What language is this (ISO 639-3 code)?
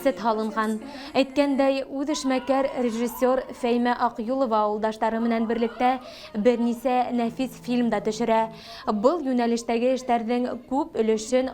bak